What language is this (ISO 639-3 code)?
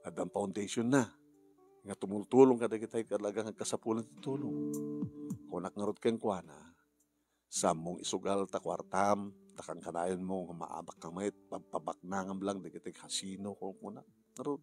ilo